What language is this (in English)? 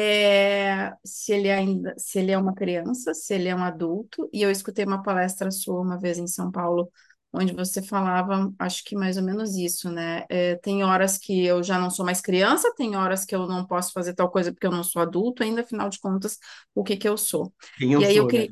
Portuguese